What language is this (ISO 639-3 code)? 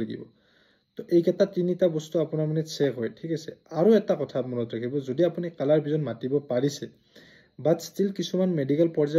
asm